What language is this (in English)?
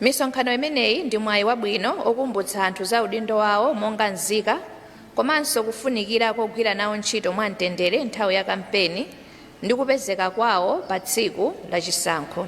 Nyanja